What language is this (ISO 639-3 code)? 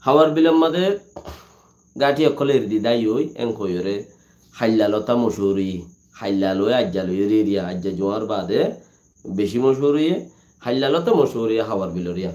rhg